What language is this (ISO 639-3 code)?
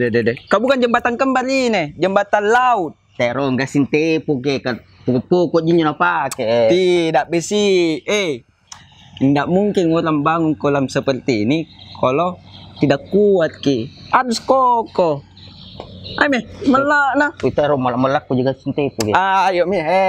mfp